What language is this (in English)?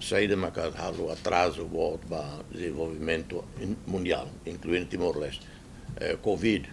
Tetum